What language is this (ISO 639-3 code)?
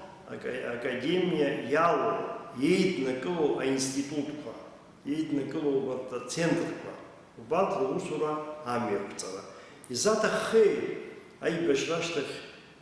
abk